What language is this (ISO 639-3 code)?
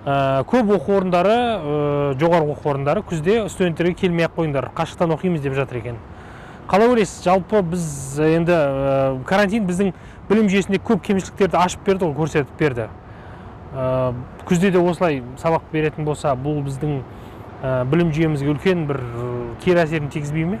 kaz